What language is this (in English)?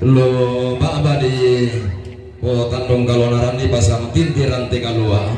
Toraja-Sa'dan